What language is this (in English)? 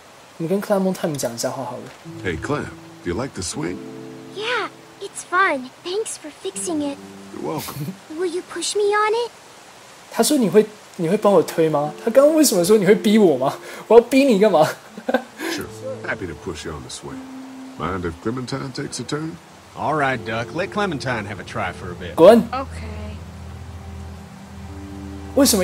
Chinese